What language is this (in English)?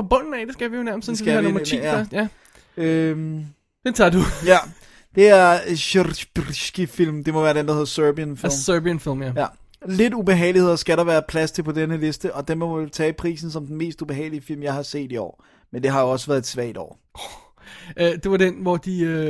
Danish